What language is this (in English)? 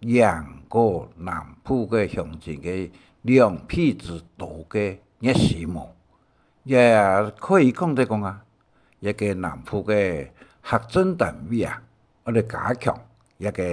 Hakka Chinese